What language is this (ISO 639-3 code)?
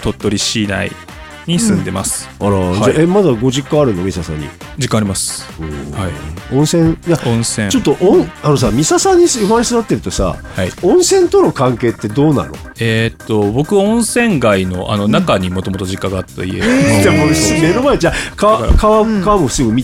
jpn